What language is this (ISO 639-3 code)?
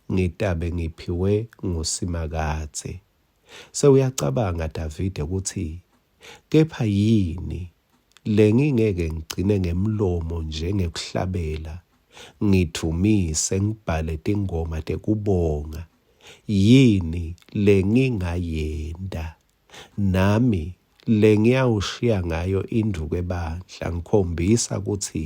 ssw